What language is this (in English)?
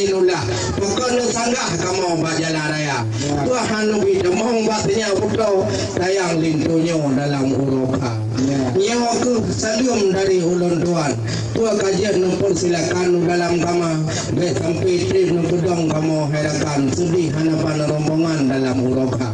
Achinese